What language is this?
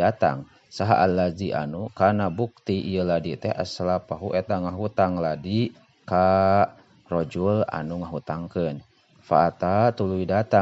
Sundanese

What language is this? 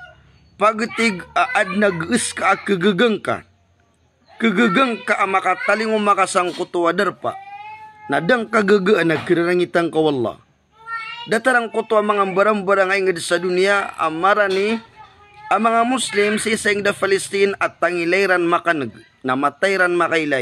Maranao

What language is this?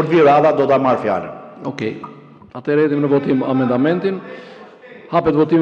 Albanian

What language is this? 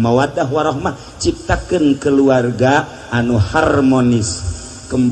Sundanese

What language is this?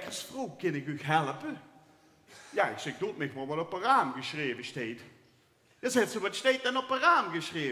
Limburgish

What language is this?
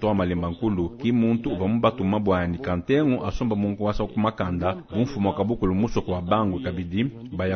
Luba-Lulua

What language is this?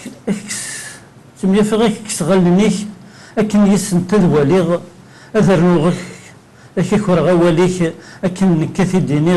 Kabyle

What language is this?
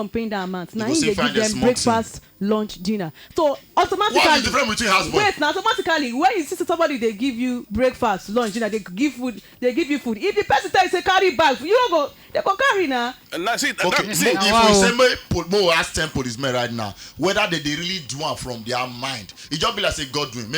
Nigerian Pidgin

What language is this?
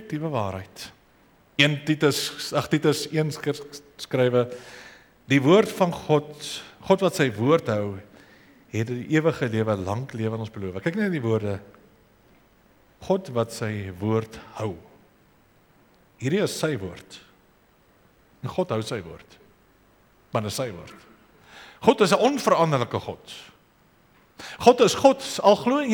Afrikaans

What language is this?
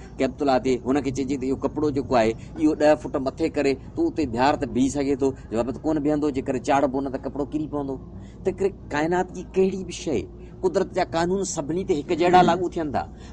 Sindhi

